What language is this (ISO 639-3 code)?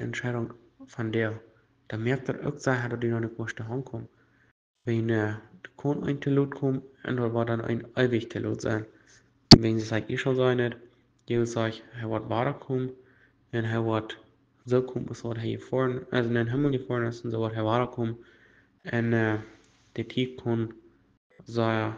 pdt